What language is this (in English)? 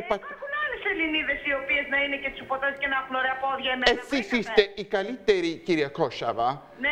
Greek